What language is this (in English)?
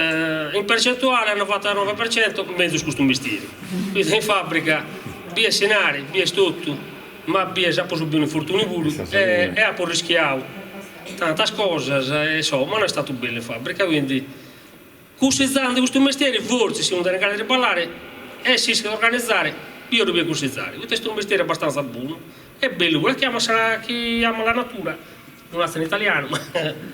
Sardinian